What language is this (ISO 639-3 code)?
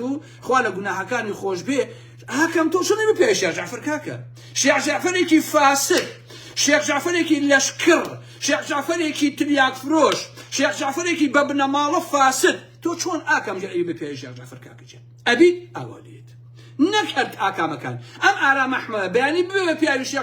ckb